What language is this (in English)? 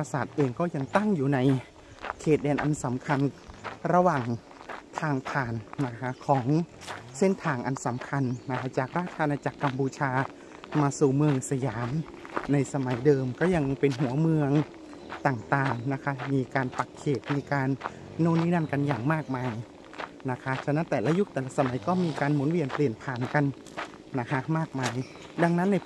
Thai